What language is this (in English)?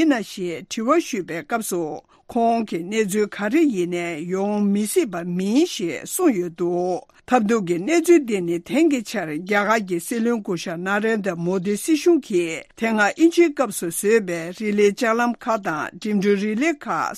Tibetan